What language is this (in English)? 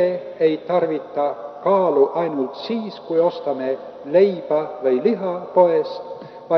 Estonian